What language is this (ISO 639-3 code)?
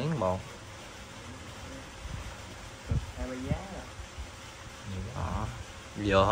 vie